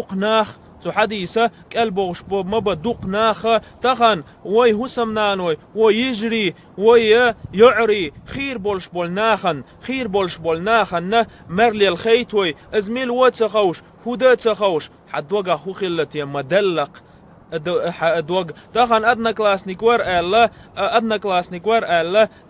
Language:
Chechen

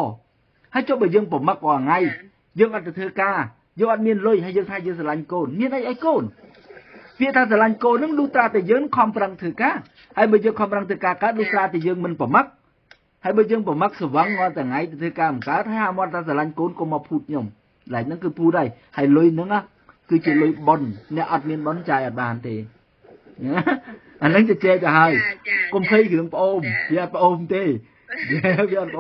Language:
Khmer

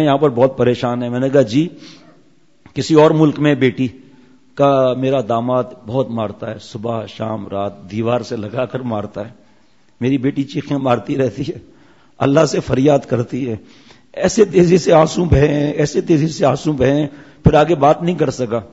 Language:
Urdu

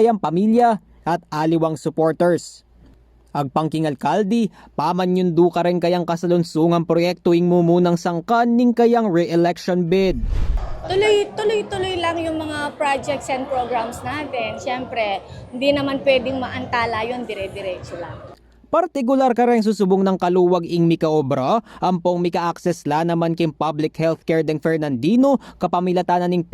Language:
Pampanga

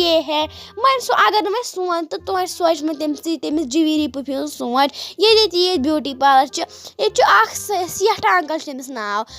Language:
Kashmiri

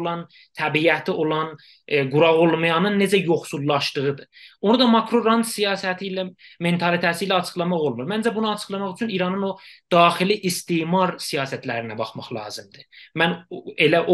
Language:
South Azerbaijani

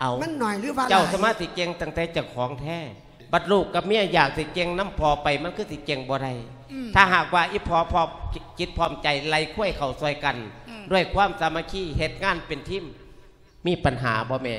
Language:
Lao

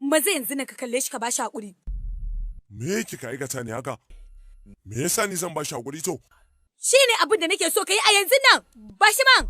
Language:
Hausa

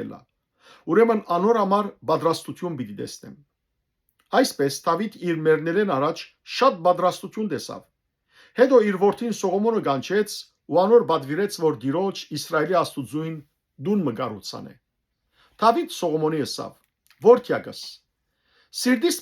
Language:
Western Armenian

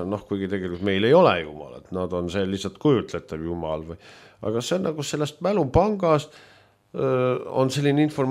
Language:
Estonian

